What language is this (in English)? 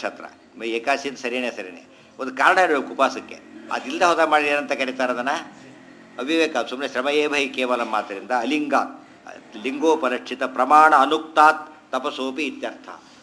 Kannada